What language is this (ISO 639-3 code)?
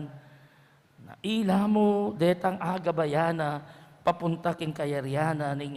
pam